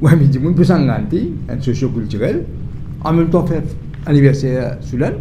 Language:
Morisyen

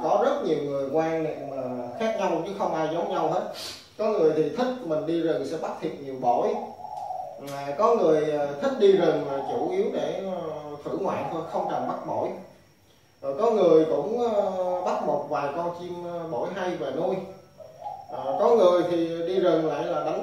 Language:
Vietnamese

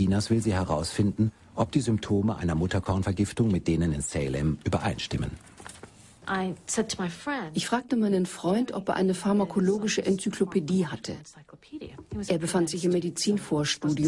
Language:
German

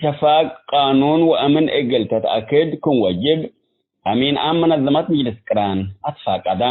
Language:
Tigre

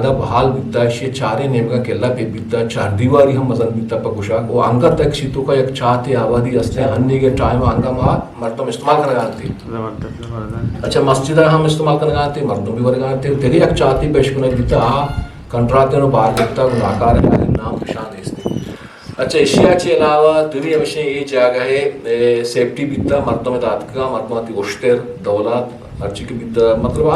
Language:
Eastern Balochi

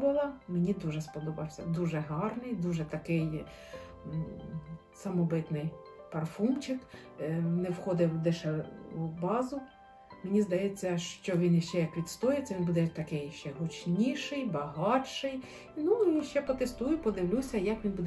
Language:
Ukrainian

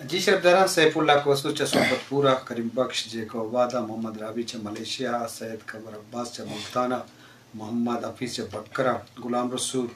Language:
Eastern Balochi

